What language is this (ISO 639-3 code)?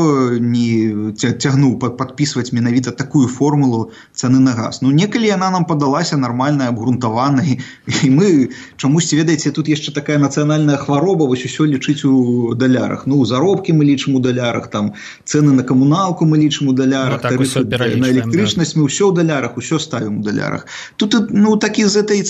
bel